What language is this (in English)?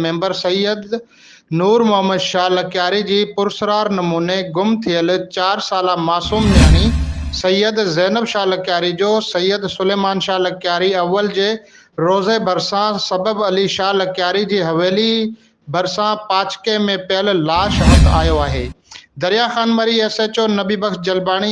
Sindhi